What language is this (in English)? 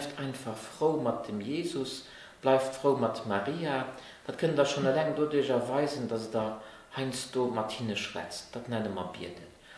Luxembourgish